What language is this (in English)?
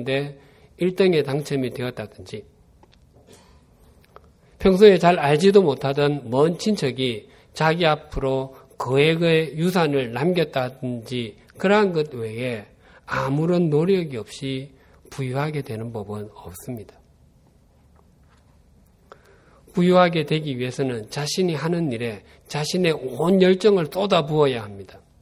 Korean